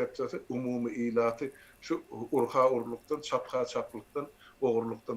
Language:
Turkmen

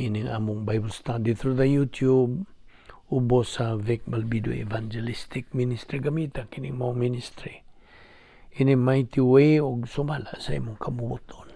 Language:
Cebuano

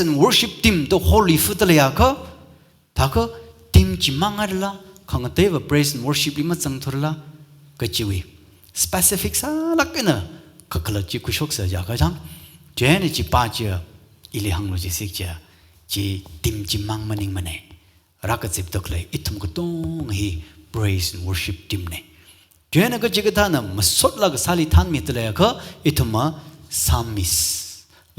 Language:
Tangkhul Naga (India)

